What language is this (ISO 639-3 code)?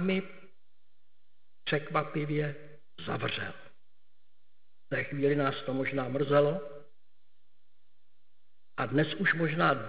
ces